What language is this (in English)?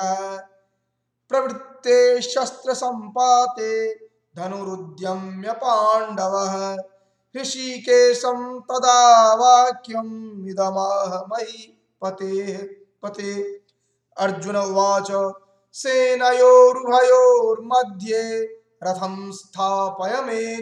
Sanskrit